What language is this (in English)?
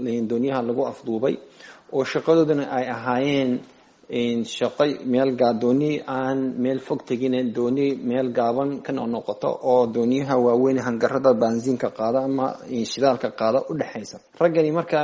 Somali